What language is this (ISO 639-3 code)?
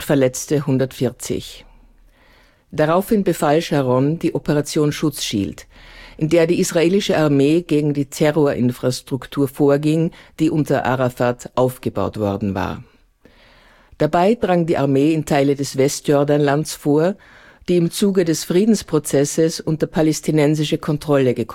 deu